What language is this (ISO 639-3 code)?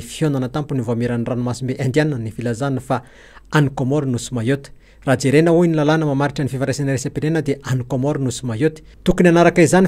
mlg